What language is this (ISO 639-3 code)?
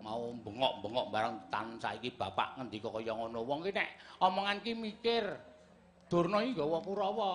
jav